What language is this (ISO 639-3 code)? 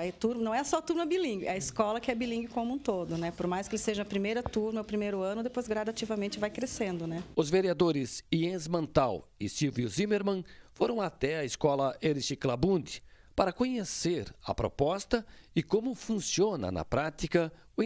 por